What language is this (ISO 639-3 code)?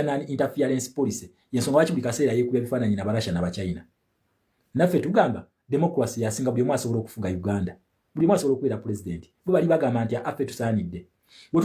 lug